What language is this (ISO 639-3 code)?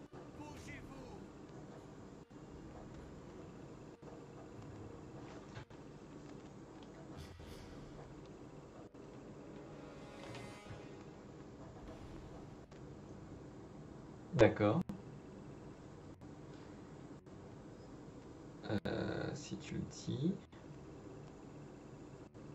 fra